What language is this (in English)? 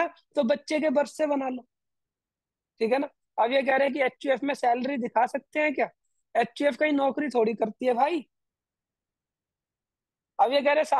Hindi